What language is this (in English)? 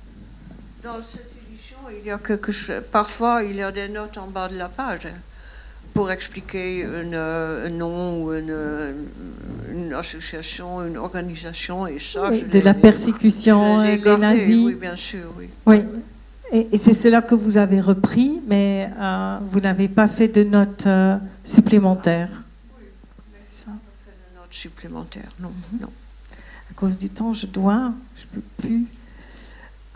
French